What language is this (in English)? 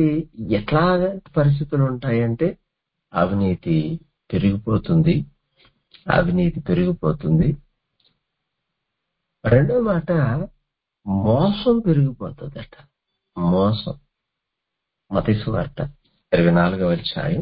Telugu